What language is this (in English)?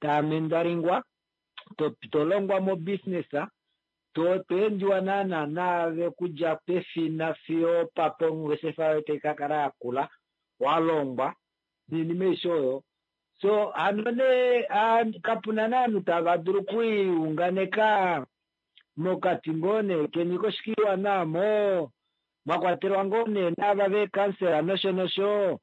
Kuanyama